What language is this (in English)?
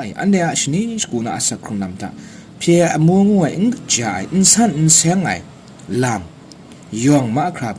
Kachin